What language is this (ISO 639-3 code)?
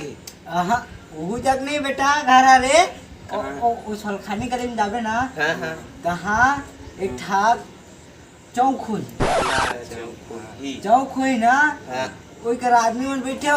hne